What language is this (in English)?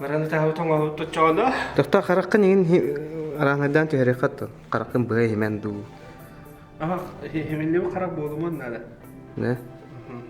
Yakut